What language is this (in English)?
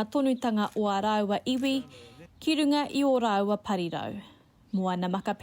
Māori